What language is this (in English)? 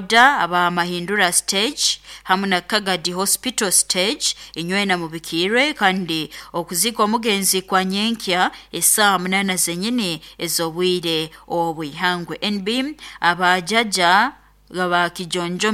Nyoro